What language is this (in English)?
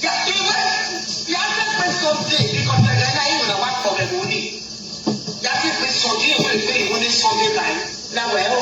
Nigerian Pidgin